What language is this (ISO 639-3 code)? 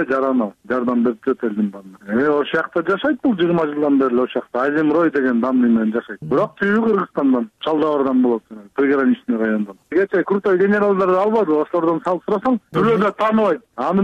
kir